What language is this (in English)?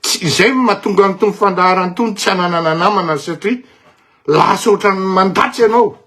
Malagasy